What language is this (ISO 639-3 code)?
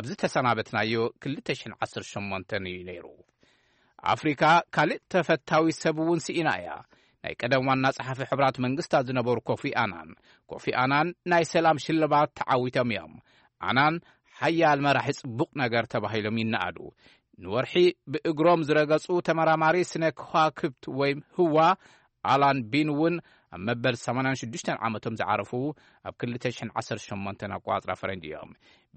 tir